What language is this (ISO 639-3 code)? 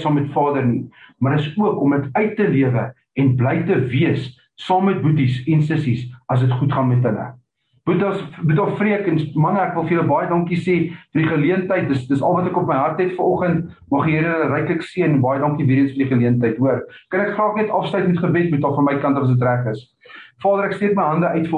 afr